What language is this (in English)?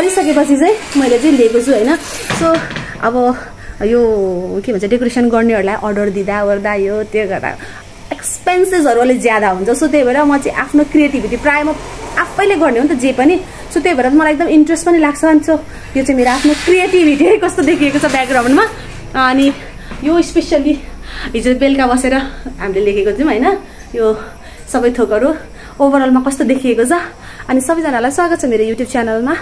Nepali